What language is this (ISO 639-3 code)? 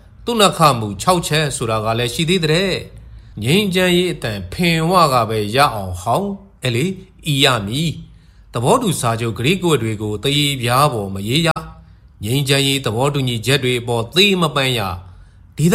mya